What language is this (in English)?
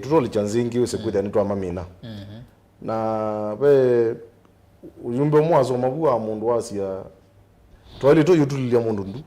Kamba